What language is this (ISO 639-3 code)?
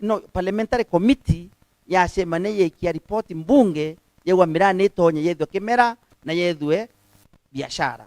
mer